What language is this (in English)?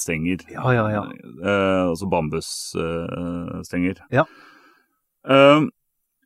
Norwegian